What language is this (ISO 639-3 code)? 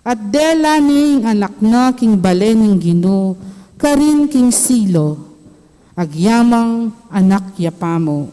pam